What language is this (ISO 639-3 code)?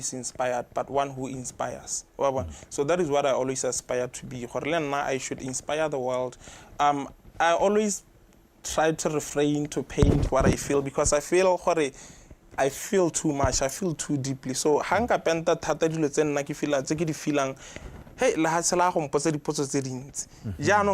tsn